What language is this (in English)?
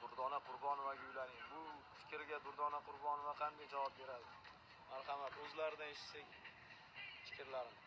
Uzbek